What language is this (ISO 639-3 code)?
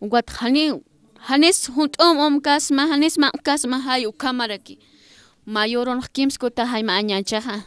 aym